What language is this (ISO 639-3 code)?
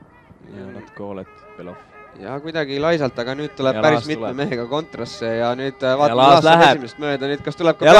est